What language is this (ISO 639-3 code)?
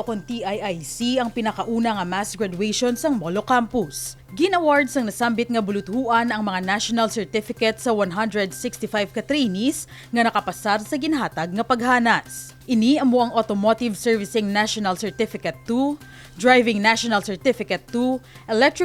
hil